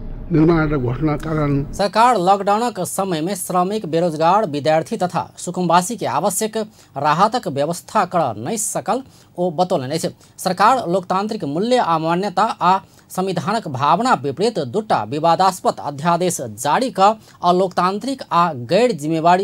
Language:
Maithili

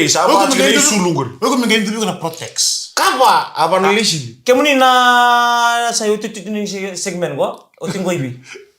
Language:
Fijian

